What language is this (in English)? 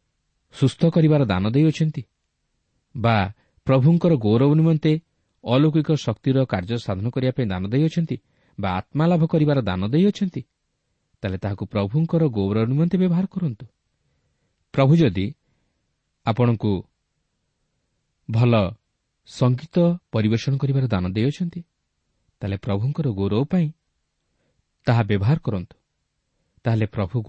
Odia